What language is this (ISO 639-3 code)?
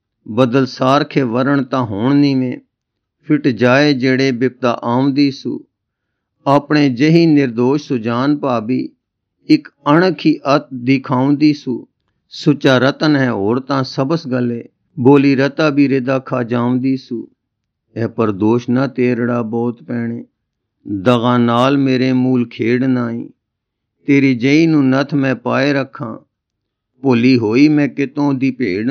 pan